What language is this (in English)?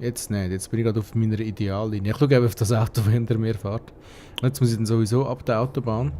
Swiss German